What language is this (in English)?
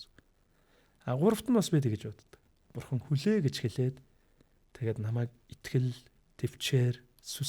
Mongolian